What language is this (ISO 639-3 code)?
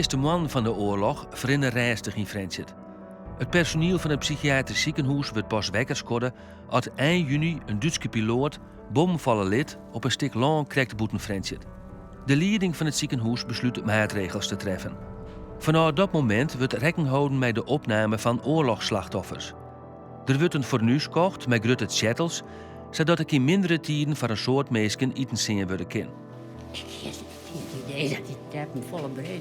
fry